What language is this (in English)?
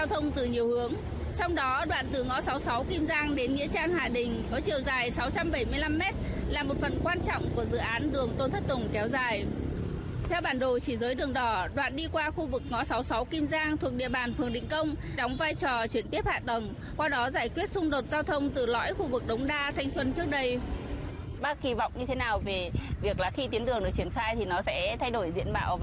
Vietnamese